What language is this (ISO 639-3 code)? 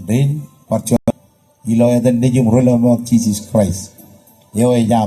mah